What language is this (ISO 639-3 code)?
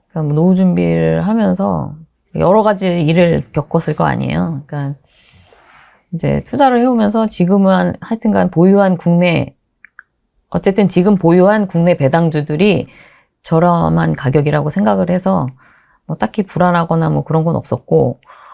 kor